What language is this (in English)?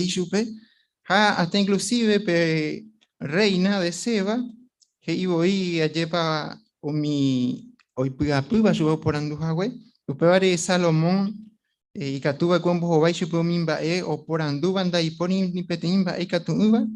Guarani